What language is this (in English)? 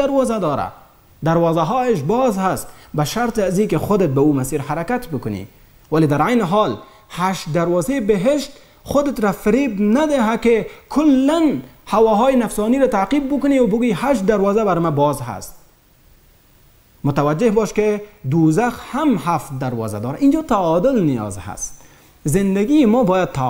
Persian